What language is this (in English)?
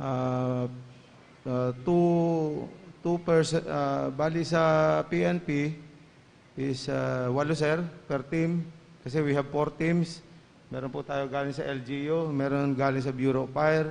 Bikol